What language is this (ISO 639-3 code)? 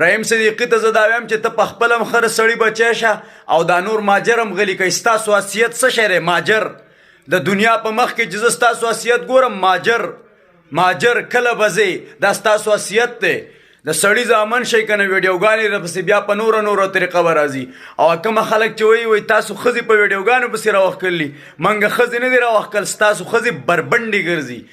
pus